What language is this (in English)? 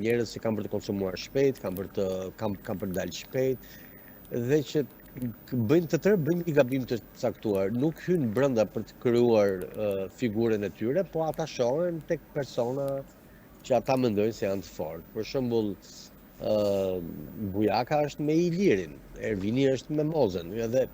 Albanian